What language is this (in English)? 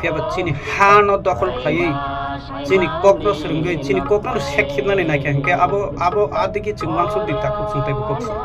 Kok Borok